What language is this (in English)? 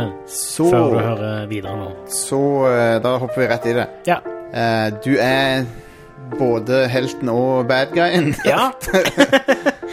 Norwegian